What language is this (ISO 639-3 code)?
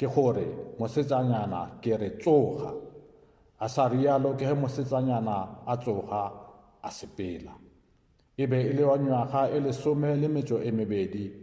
nso